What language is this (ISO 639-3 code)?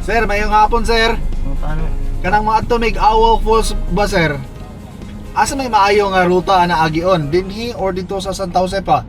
ceb